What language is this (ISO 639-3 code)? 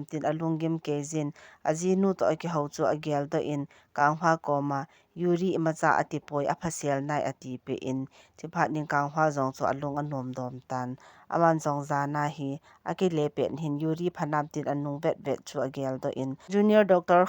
tcz